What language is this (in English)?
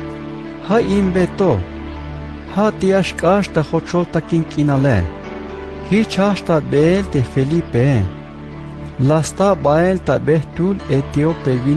Tzeltal